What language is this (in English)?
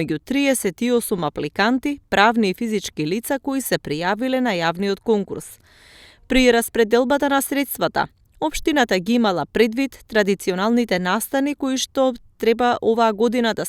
Macedonian